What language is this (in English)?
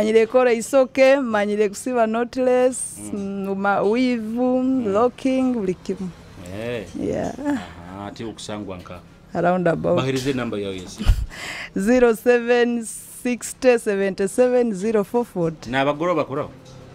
Nyoro